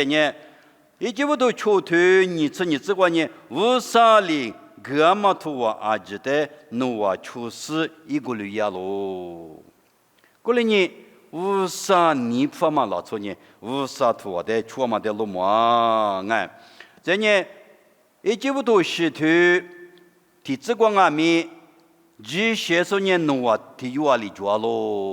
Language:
Lisu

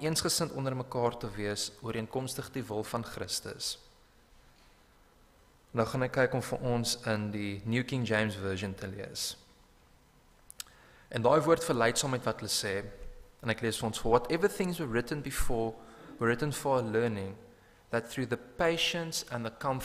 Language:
Afrikaans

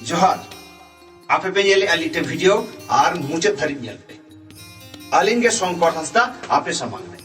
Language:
Santali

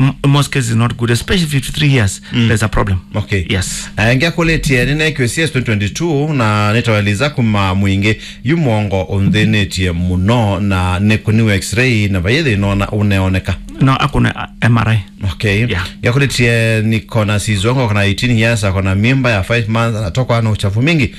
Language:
Kamba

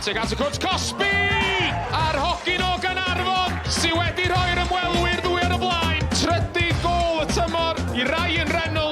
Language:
Welsh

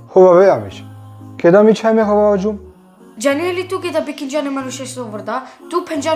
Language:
Balkan Romani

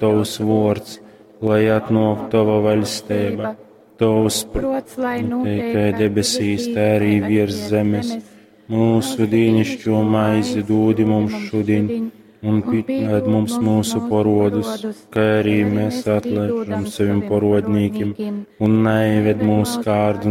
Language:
Latgalian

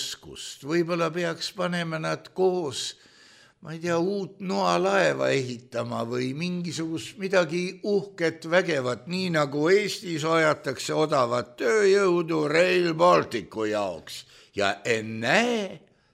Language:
Estonian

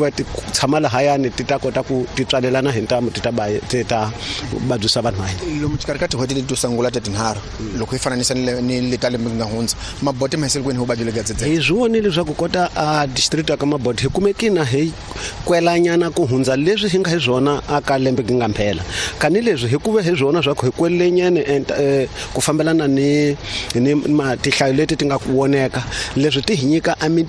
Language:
Tsonga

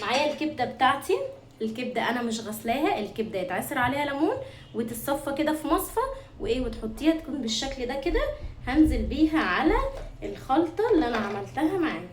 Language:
Egyptian Arabic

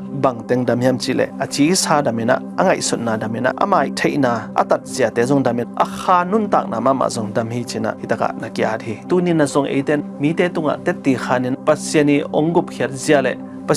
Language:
Tedim Chin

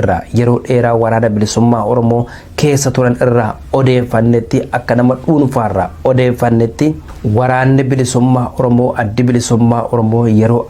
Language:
Oromo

